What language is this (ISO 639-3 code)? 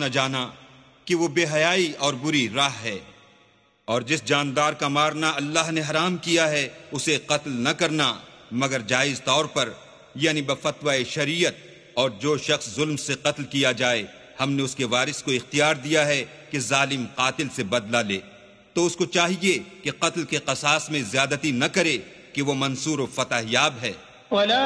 urd